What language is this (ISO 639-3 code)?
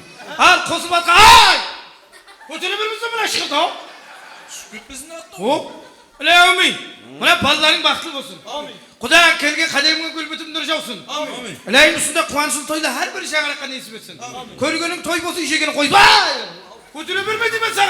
kaa